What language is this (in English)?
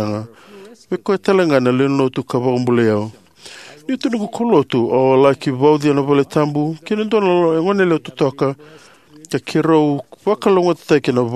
Fijian